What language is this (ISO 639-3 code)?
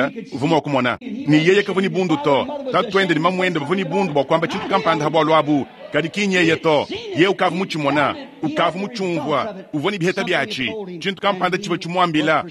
lua